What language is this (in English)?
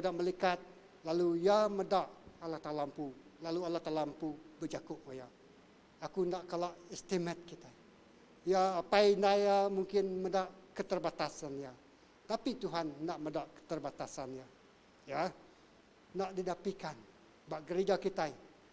Iban